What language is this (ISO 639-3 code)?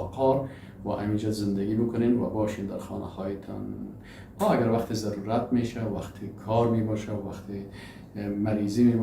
fas